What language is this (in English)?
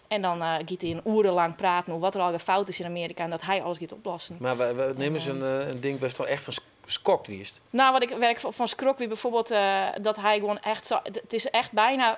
Western Frisian